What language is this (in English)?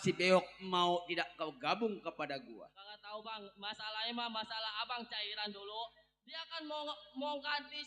Betawi